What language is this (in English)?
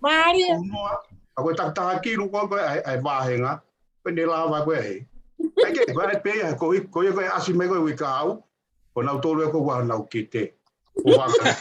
Tongan